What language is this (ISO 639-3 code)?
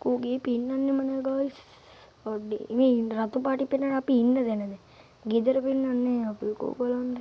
sin